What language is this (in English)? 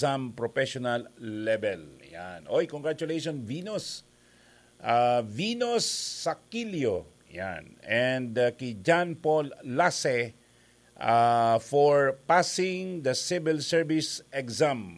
Bikol